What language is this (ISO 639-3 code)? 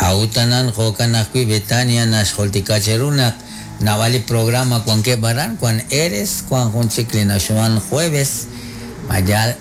kek